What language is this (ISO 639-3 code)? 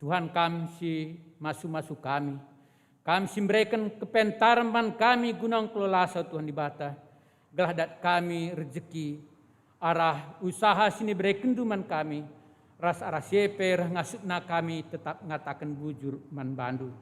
btx